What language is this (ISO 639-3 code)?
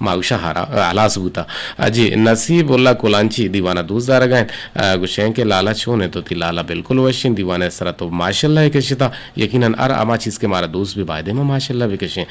bgp